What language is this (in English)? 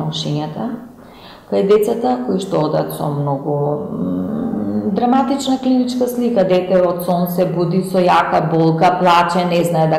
Macedonian